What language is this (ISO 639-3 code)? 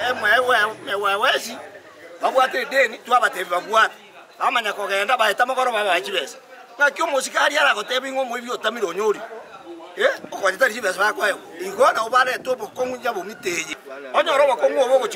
guz